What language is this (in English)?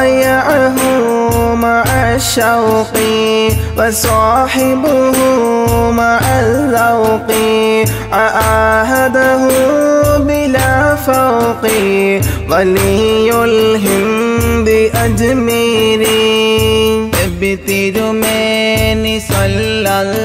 Malayalam